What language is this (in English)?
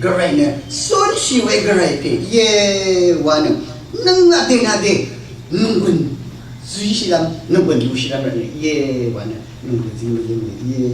Rawang